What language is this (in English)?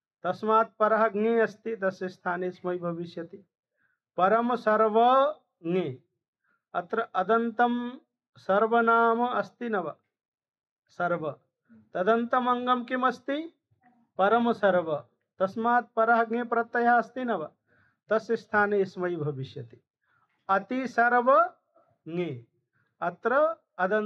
Sanskrit